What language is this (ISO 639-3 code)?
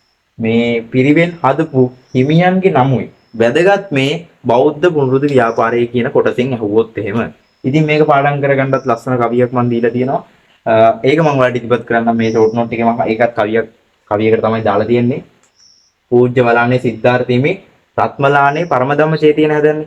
sin